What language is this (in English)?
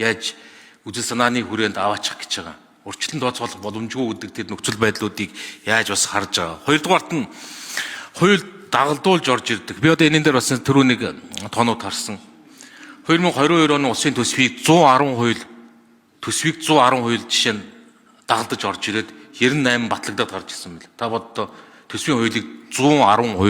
Mongolian